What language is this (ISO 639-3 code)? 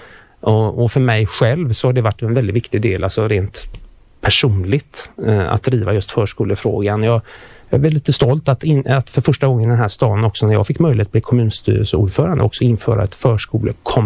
swe